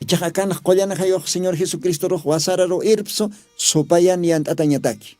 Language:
Aymara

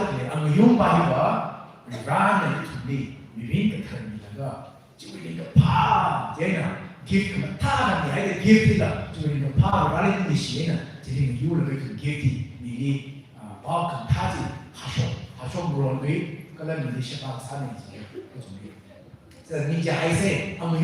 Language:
Tangkhul Naga (India)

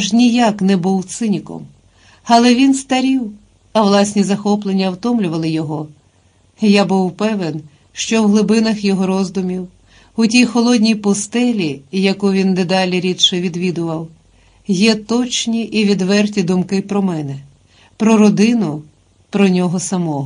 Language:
Ukrainian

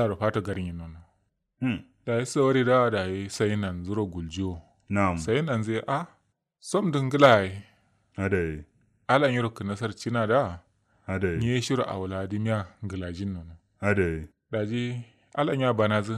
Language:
Kanuri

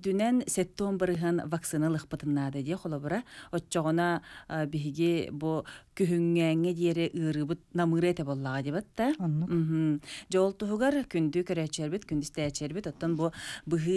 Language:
Yakut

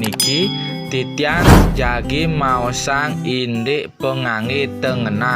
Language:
Balinese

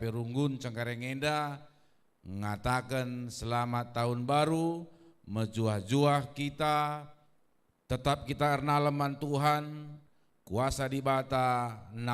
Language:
Batak Karo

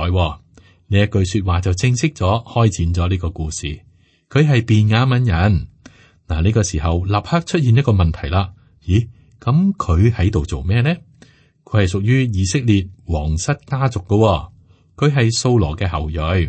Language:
Cantonese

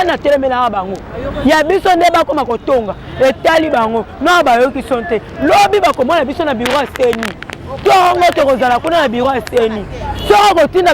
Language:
Lingala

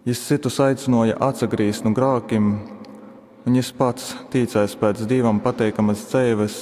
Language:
Latgalian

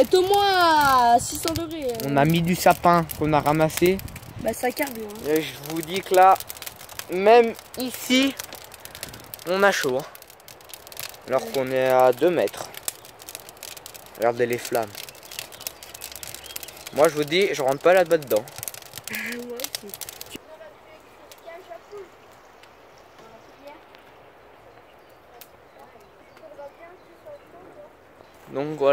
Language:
French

